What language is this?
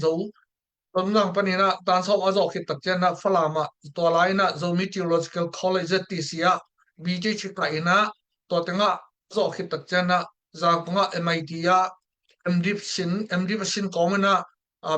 Tedim Chin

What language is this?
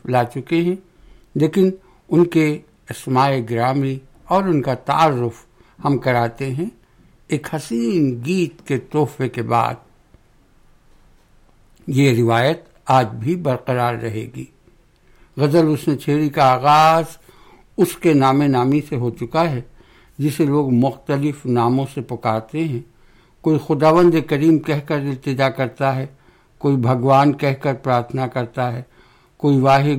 Urdu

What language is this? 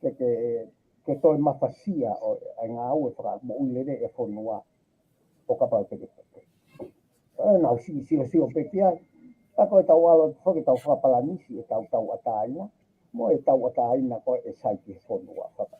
Tongan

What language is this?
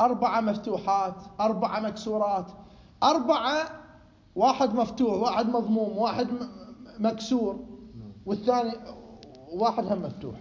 Mesopotamian Arabic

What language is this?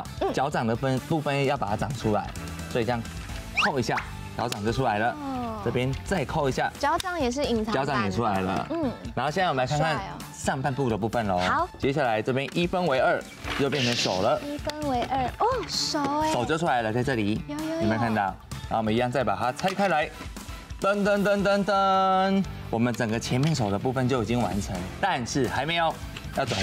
Chinese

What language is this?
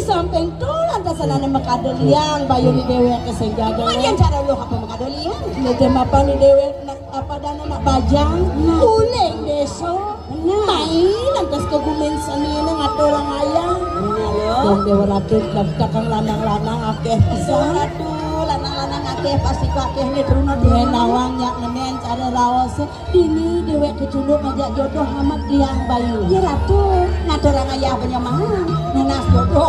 Balinese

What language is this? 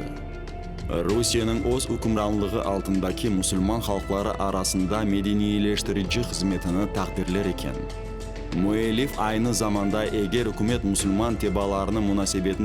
Crimean Tatar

